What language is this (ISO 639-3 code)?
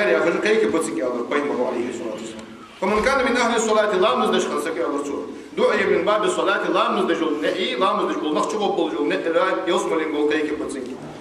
inh